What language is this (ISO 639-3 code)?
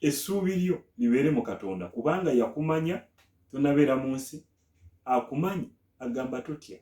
lug